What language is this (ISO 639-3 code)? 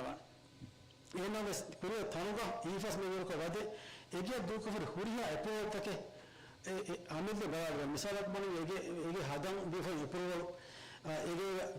div